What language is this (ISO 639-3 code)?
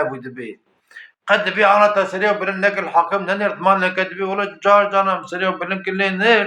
kur